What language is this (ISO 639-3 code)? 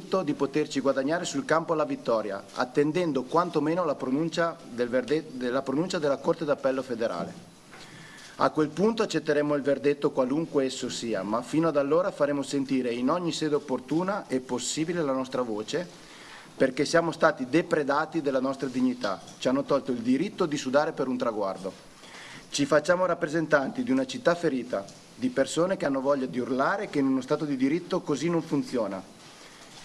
ita